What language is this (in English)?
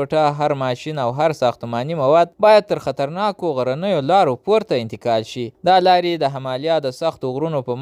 Pashto